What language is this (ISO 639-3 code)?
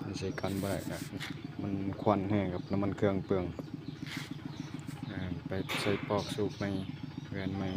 lao